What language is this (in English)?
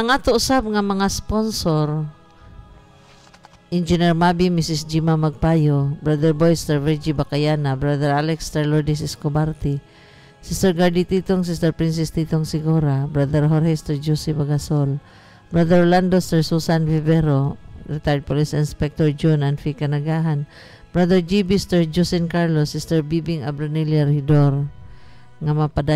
Cebuano